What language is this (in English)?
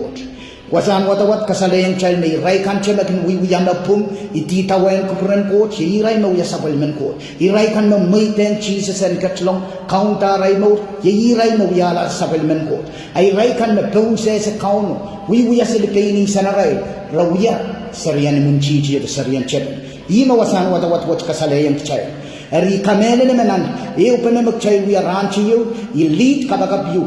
Pohnpeian